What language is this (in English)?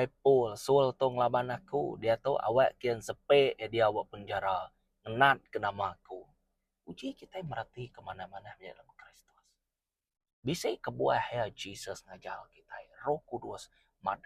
Iban